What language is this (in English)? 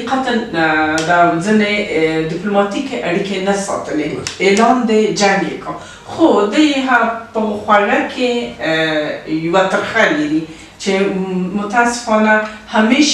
Pashto